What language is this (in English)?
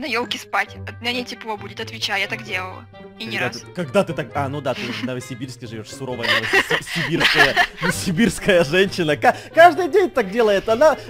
Russian